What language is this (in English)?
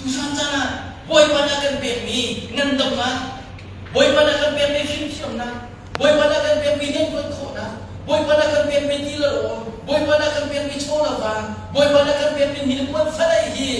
Hakha Chin